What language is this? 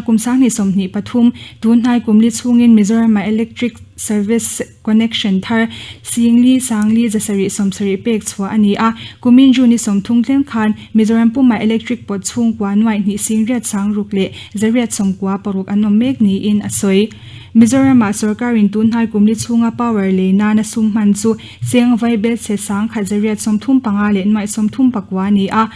Mizo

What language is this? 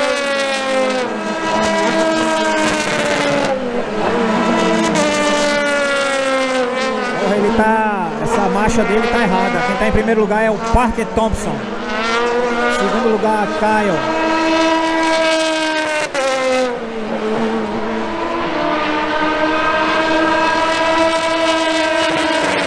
Portuguese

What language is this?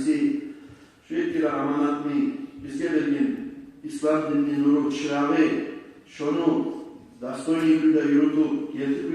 Kumyk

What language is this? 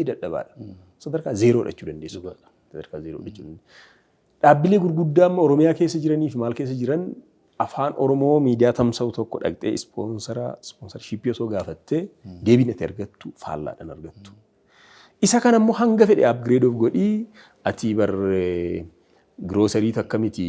Oromo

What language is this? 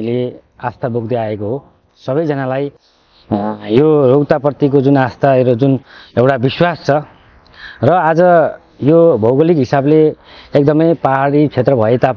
Nepali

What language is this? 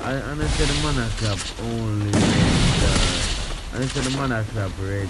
Jamaican Creole English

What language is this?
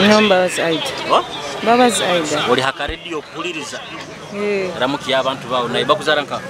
Nyoro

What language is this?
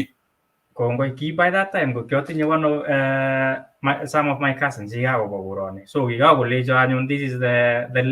Kalenjin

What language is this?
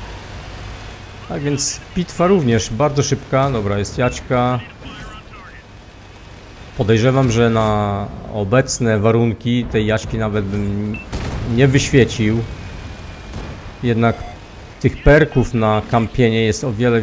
Polish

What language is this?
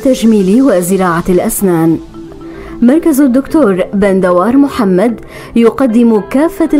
North Levantine Arabic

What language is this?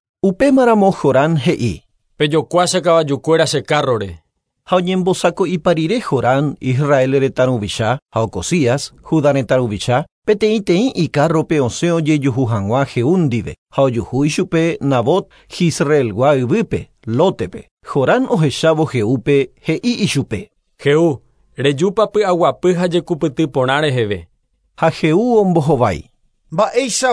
Guarani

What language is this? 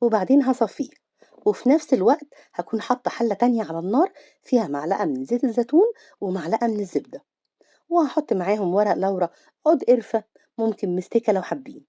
Egyptian Arabic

